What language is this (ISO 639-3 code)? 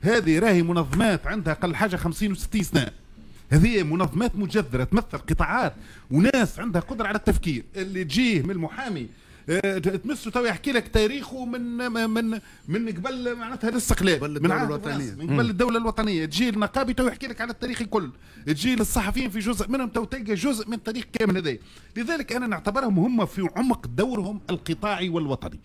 aeb